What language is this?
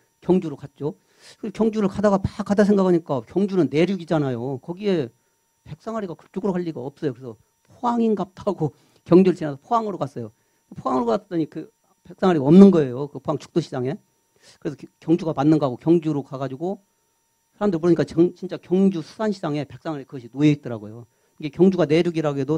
Korean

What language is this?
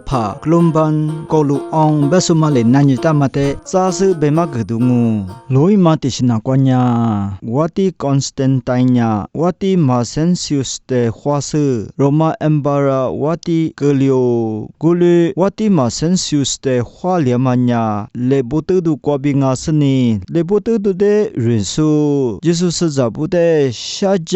Lisu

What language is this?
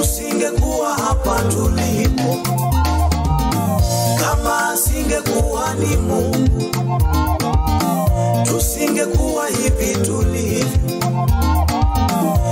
Swahili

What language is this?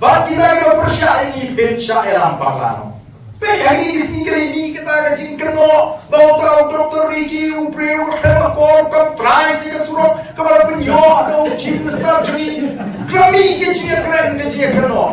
Khasi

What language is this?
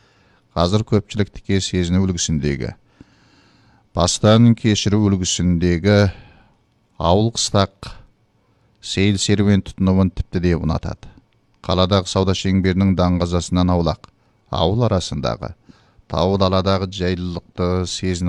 Kazakh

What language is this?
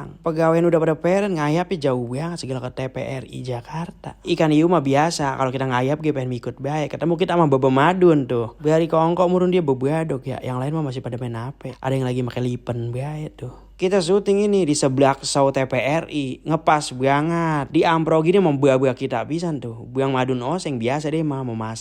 Betawi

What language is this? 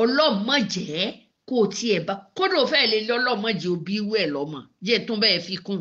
Yoruba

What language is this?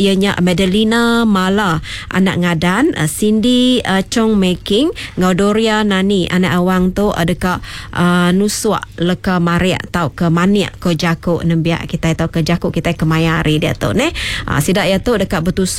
Iban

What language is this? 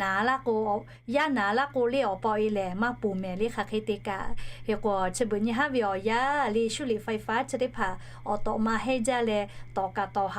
Lahu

